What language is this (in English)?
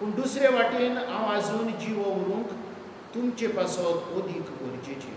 Konkani